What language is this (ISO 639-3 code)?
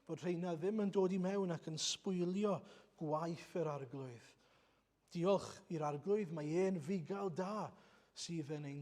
cym